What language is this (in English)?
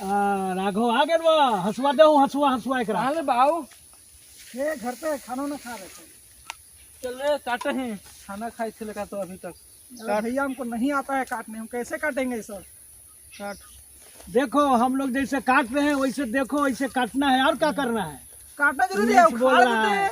Magahi